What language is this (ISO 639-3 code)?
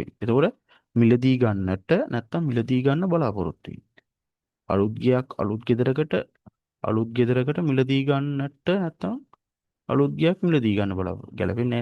sin